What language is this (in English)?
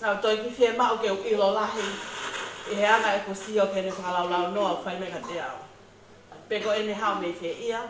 Tongan